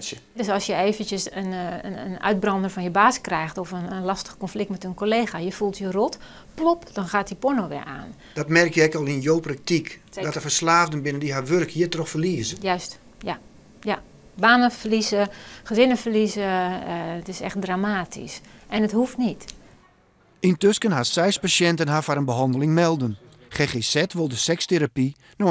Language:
Western Frisian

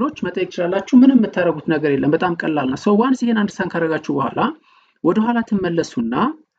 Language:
Amharic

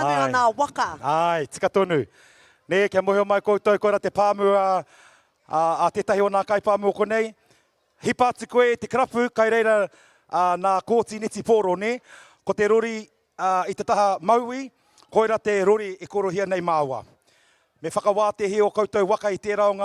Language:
Māori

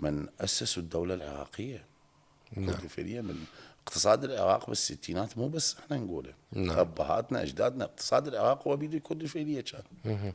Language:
Mesopotamian Arabic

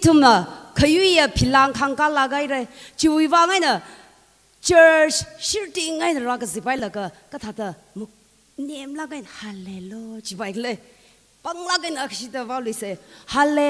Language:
Tangkhul Naga (India)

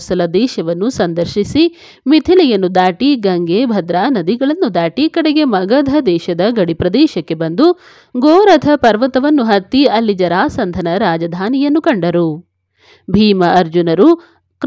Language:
Kannada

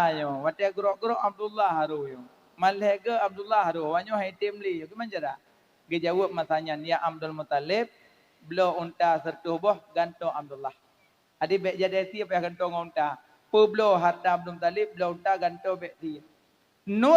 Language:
Achinese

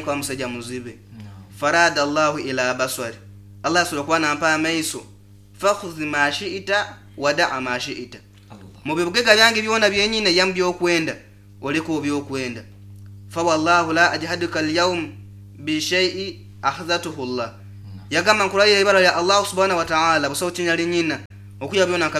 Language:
Nyoro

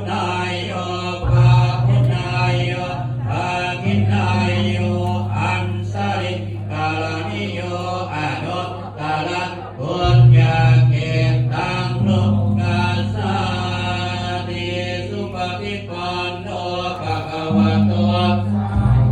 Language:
Pali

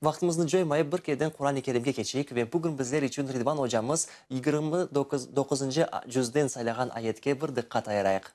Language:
Crimean Tatar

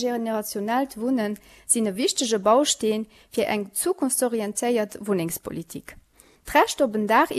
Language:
Luxembourgish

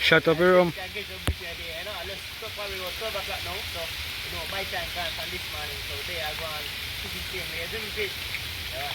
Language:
Jamaican Creole English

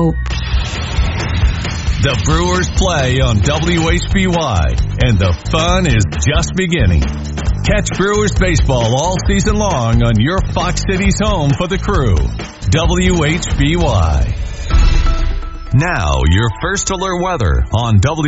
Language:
English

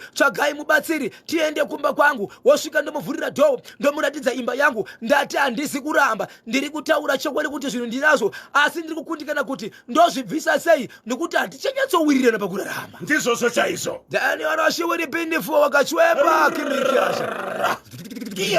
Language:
Shona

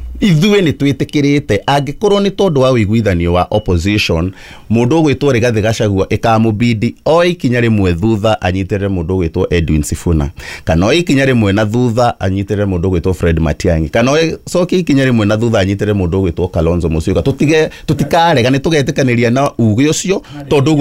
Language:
Kikuyu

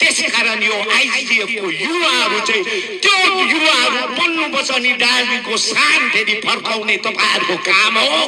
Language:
Nepali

